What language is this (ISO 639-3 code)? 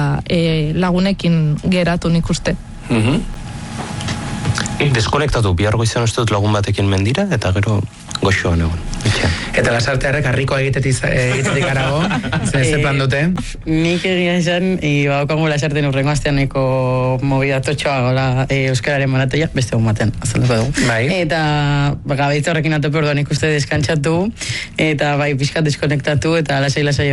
eus